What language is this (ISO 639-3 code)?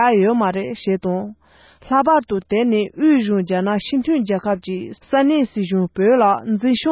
bod